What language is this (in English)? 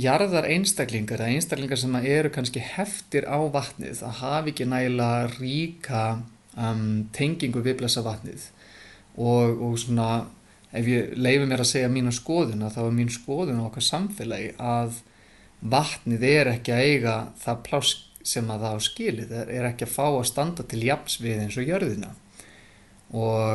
Icelandic